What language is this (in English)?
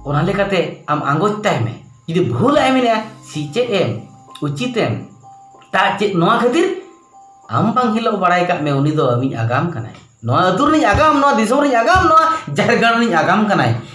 Santali